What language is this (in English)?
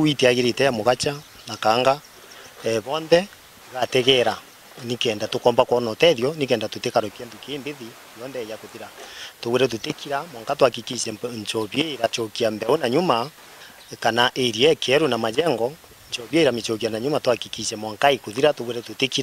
Meru